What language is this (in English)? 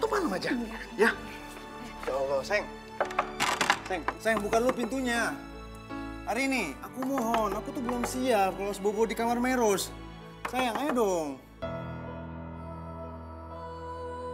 Indonesian